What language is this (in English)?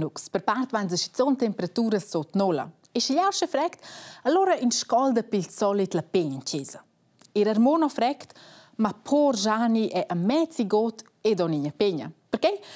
Romansh